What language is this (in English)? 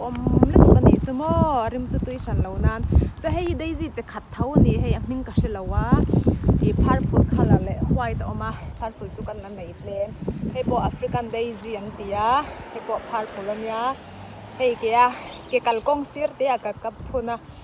Mizo